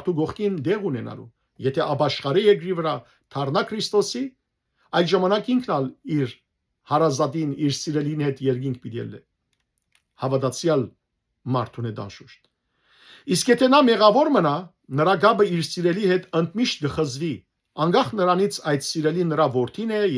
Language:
Western Armenian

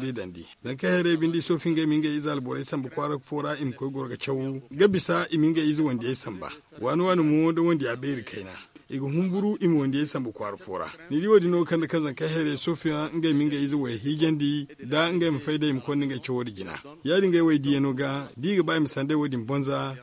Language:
Zarma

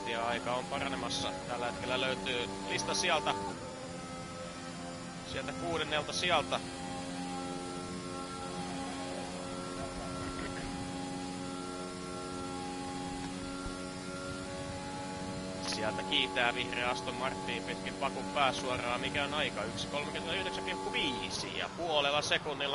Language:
Finnish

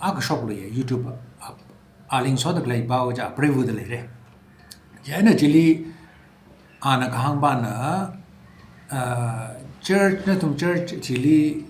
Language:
Tangkhul Naga (India)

